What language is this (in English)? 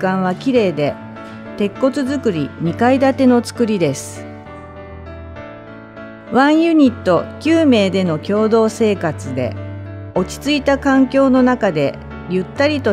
Japanese